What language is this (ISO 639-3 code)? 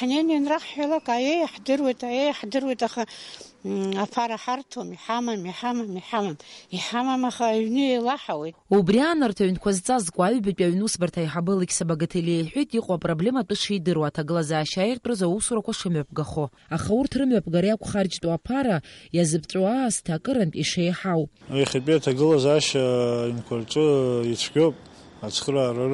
abk